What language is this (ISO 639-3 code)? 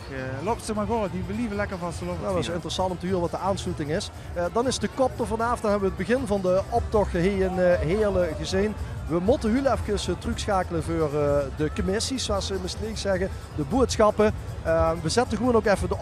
lim